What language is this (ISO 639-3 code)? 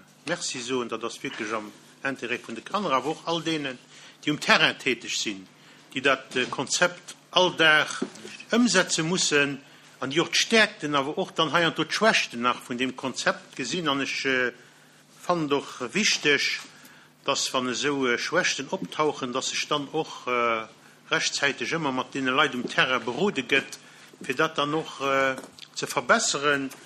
ltz